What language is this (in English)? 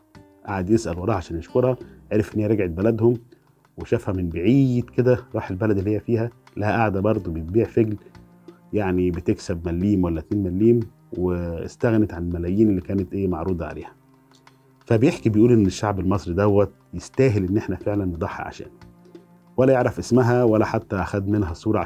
Egyptian Arabic